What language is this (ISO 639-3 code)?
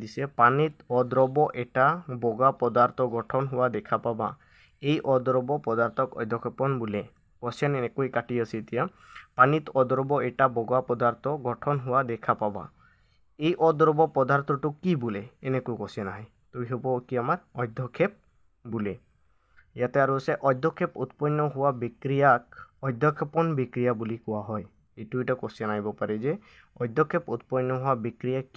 asm